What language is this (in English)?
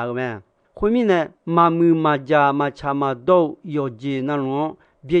Akha